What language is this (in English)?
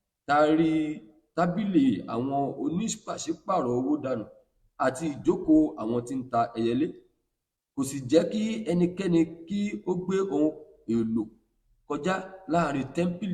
Yoruba